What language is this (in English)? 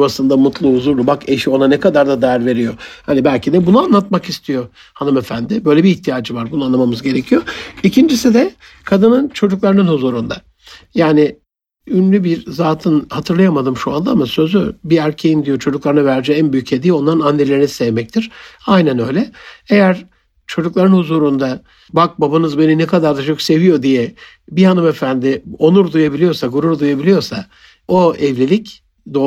Turkish